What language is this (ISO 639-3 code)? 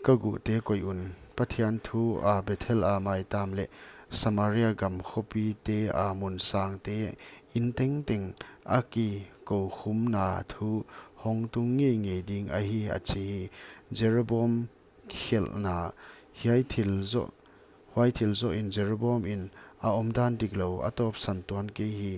pck